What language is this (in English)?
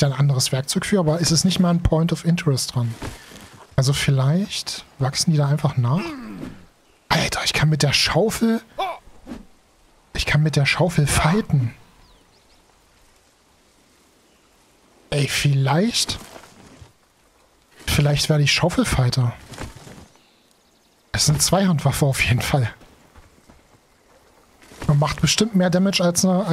German